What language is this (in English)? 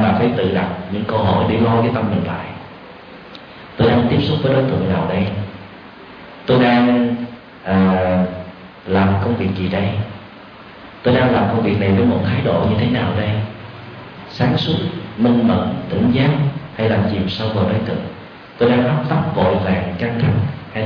Vietnamese